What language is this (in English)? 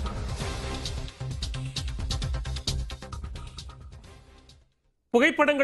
Tamil